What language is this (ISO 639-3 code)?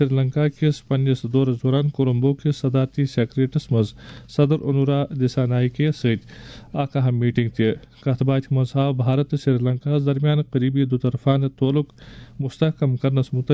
kas